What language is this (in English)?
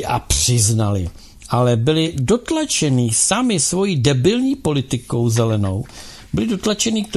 Czech